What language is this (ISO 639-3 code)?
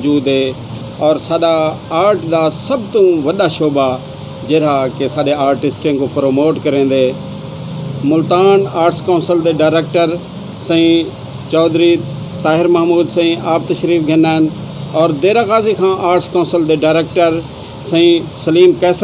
skr